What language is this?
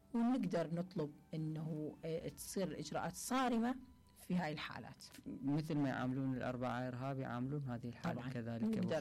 Mesopotamian Arabic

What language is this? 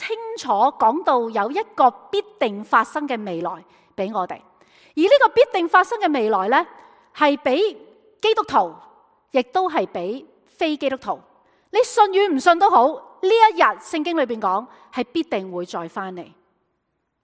Cantonese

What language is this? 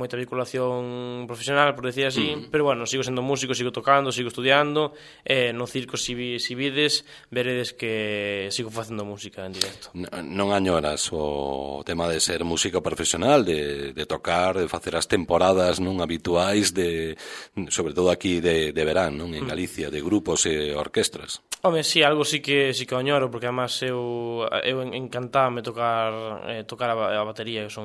Galician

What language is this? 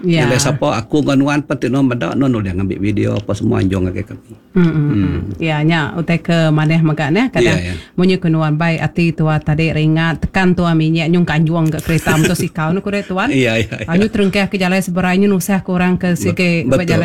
Iban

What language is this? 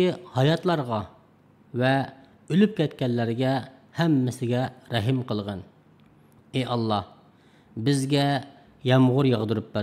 Uyghur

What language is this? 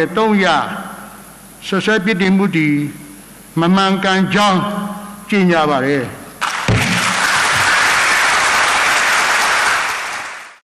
Burmese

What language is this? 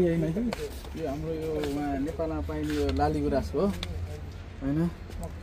Nepali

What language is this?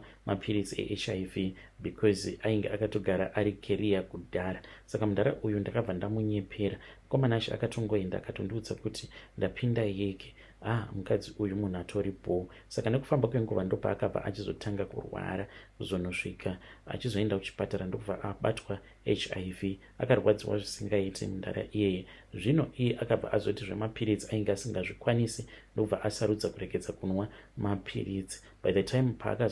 Shona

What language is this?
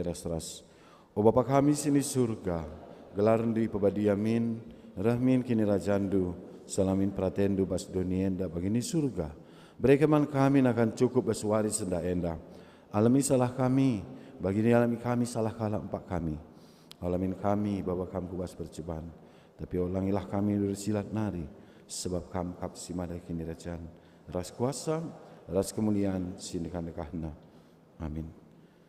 Batak Karo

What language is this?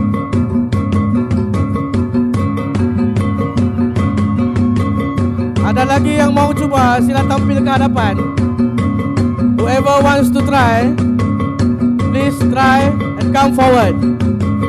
Malay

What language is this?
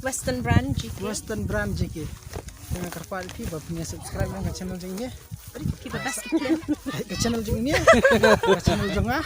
Khasi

